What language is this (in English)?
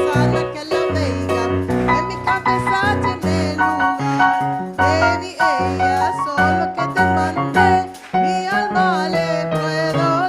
Ladino